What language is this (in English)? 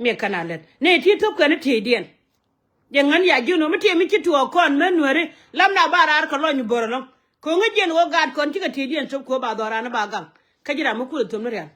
Nuer